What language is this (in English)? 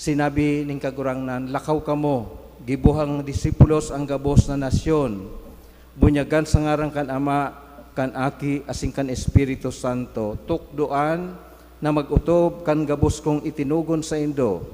Bikol